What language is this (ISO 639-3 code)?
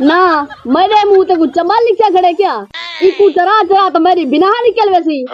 skr